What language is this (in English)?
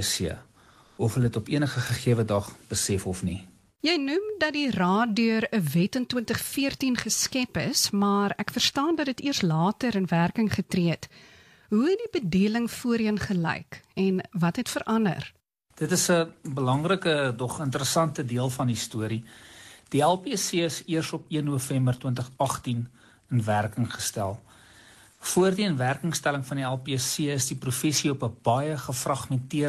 Afrikaans